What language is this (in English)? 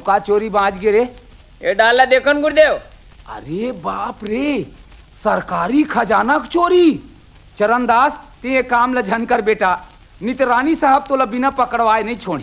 Chhattisgarhi